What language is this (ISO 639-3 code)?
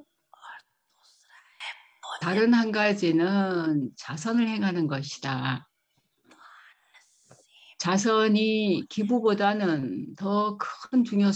kor